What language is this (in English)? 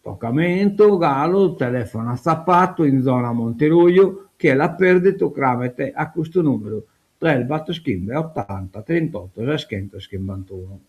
Sardinian